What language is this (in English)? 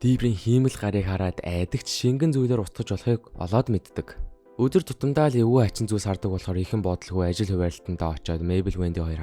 Mongolian